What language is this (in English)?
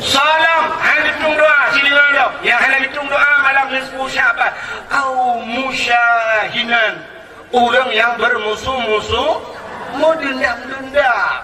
Achinese